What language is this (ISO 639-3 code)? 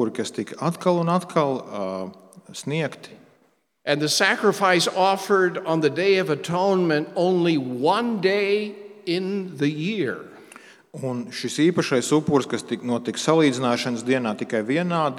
lav